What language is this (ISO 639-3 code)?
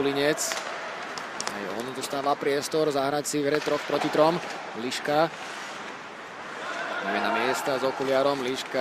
slk